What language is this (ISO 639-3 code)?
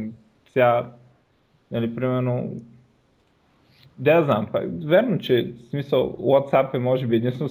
bul